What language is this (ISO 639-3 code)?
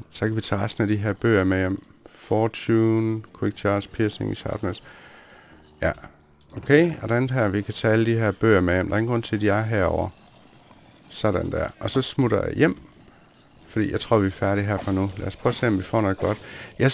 dan